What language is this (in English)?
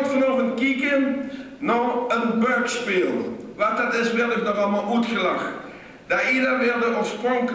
Limburgish